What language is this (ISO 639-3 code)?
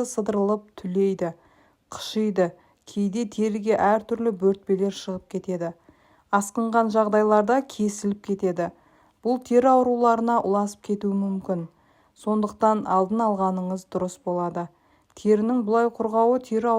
kaz